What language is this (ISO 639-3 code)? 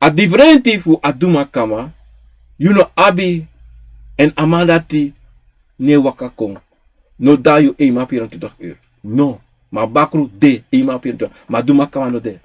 srn